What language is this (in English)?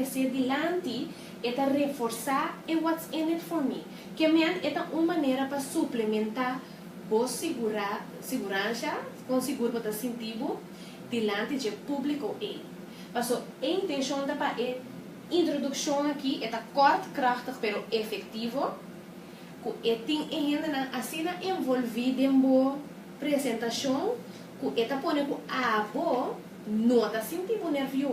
Papiamento